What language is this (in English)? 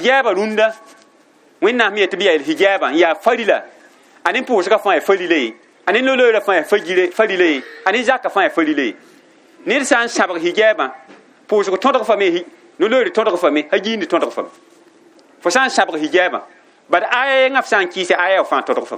Mossi